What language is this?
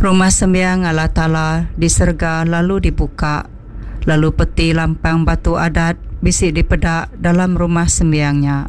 Iban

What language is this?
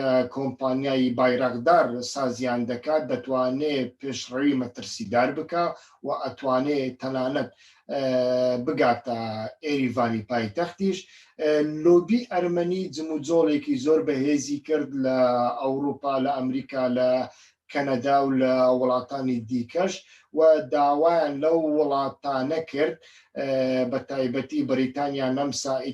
Central Kurdish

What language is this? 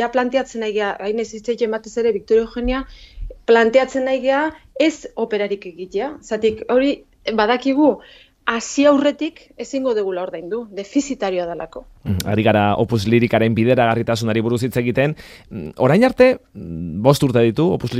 Basque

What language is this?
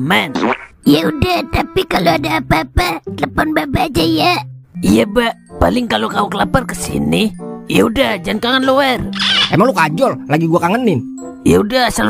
Betawi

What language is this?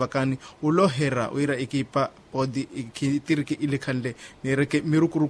Makhuwa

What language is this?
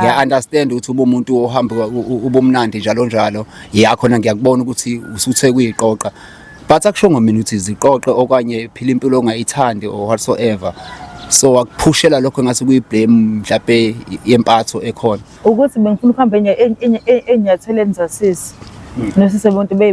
Zulu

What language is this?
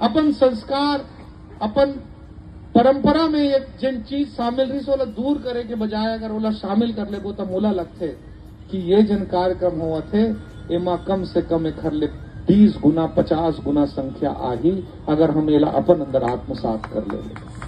Chhattisgarhi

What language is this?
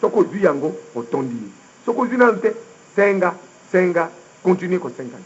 Lingala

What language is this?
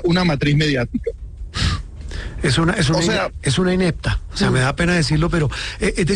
Spanish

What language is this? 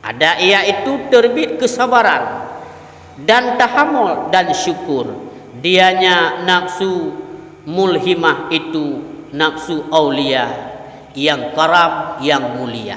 Achinese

